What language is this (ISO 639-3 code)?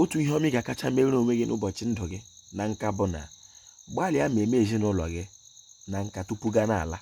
ibo